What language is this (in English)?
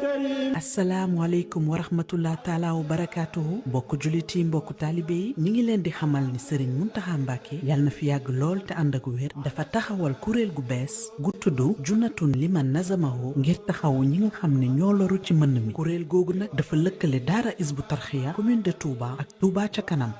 Wolof